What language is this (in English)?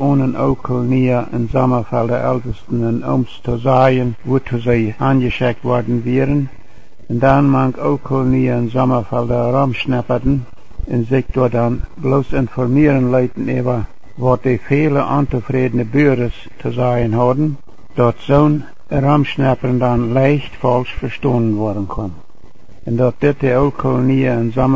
Plautdietsch